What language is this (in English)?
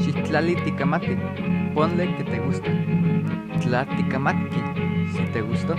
Eastern Huasteca Nahuatl